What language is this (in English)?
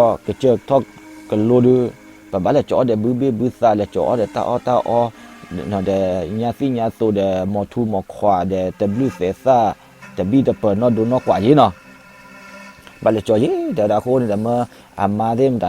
S'gaw Karen